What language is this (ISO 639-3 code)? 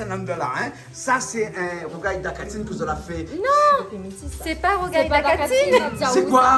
rcf